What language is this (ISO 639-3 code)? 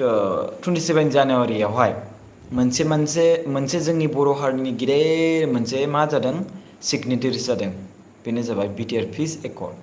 brx